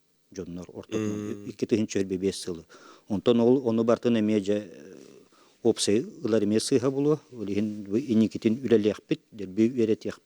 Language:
Yakut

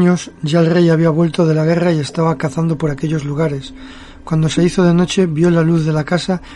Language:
Spanish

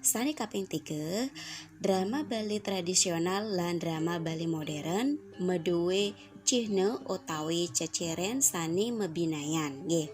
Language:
Balinese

